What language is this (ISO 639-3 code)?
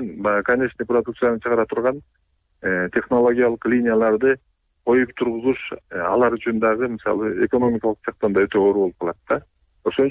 kir